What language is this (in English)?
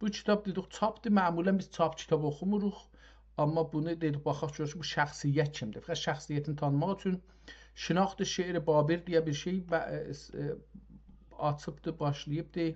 South Azerbaijani